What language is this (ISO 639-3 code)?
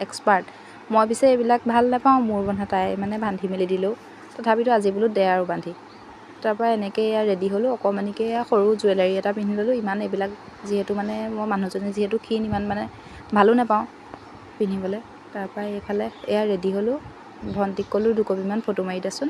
asm